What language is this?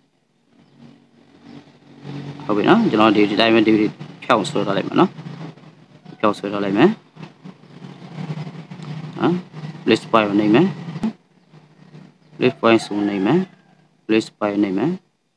Burmese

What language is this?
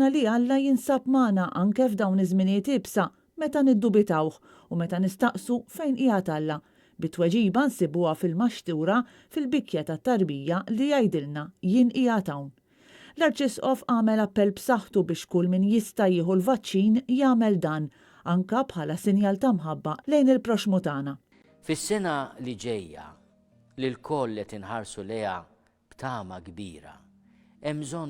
Maltese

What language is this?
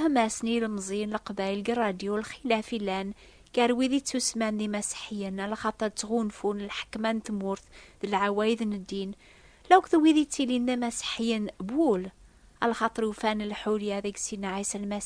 Kabyle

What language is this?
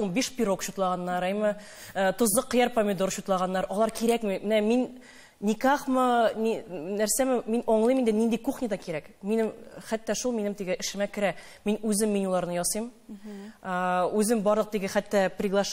Tatar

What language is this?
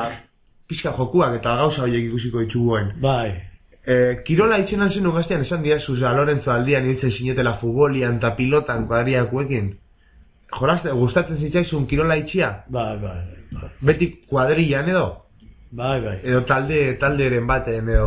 Basque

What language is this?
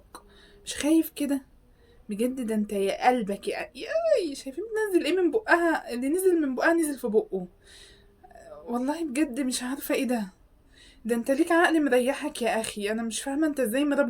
Egyptian Arabic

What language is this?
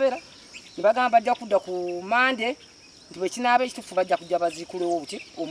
Ganda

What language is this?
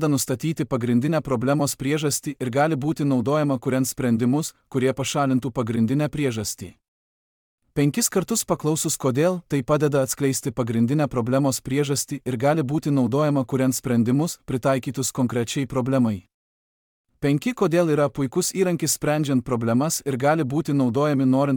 Lithuanian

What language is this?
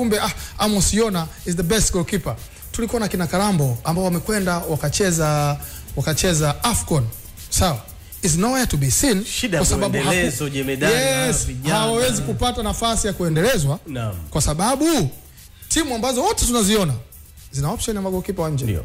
Swahili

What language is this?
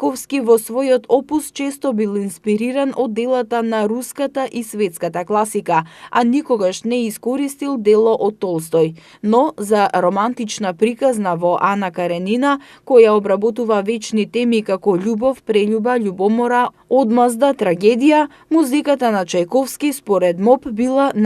Macedonian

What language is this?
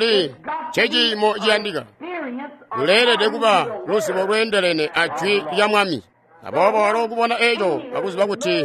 Tonga (Zambia)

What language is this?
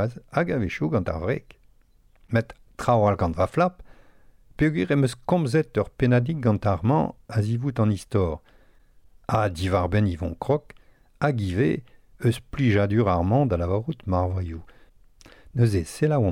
Breton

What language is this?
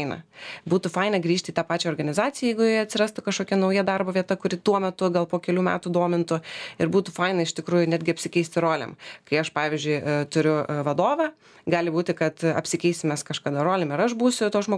Lithuanian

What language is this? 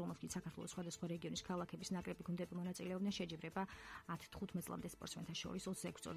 Georgian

